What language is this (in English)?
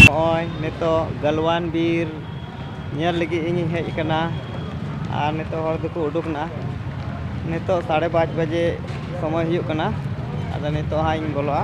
Santali